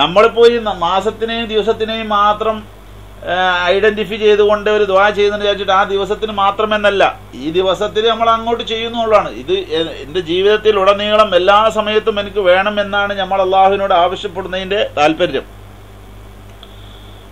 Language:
Malayalam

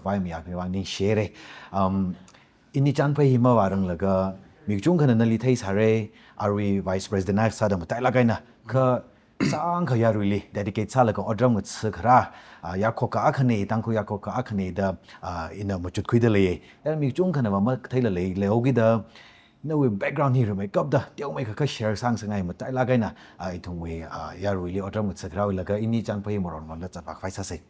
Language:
Tangkhul Naga (India)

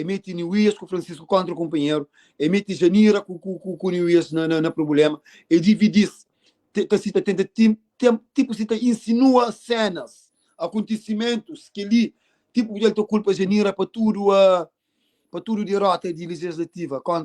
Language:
Kabuverdianu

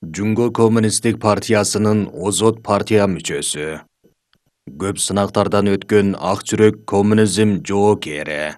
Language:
Kyrgyz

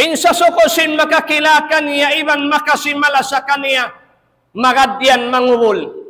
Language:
Tausug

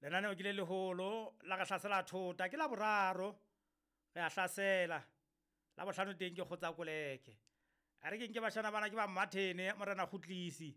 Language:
Southern Sotho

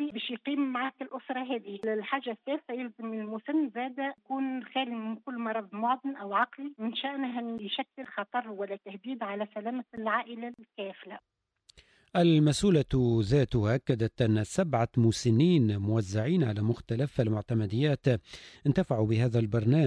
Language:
Tunisian Arabic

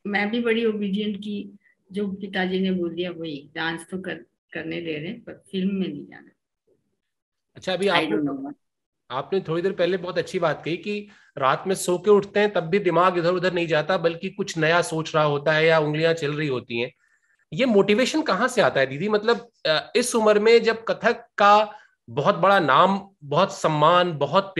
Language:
Hindi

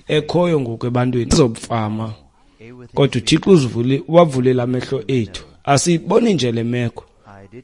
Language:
Xhosa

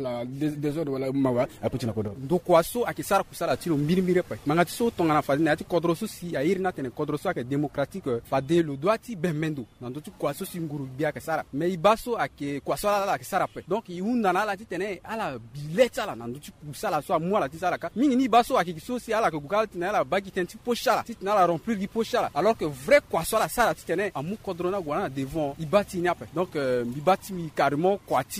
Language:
Sango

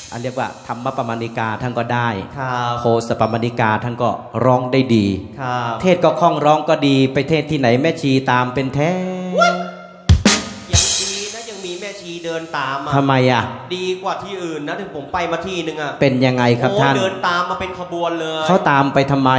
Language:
Thai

